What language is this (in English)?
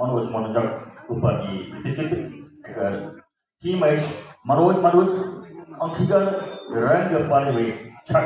Maithili